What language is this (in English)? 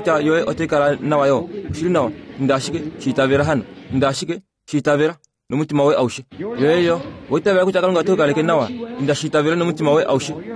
Kuanyama